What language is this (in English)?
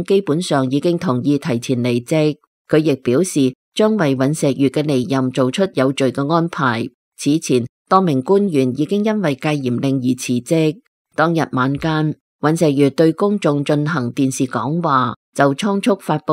Cantonese